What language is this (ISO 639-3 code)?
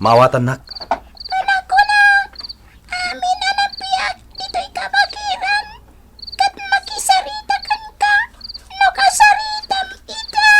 ilo